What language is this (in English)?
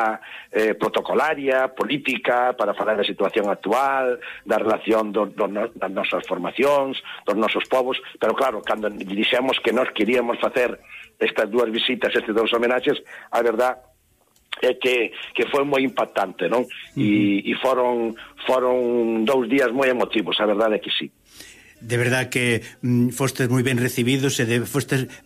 Galician